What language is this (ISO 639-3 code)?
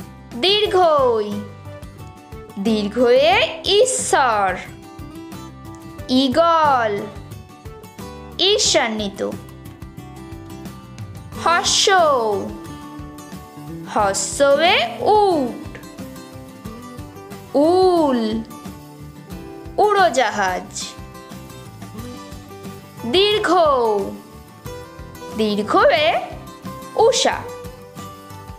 ben